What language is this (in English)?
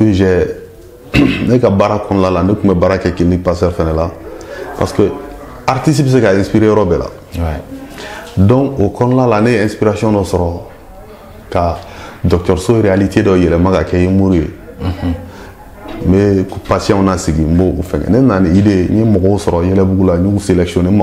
Bambara